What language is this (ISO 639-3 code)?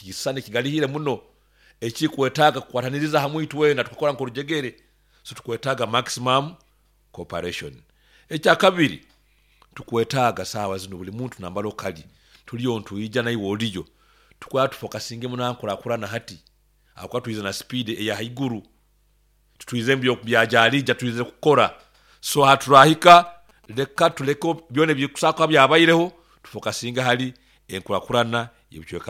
nyo